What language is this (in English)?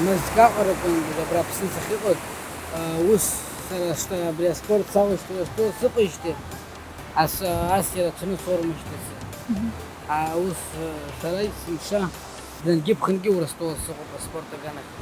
Abkhazian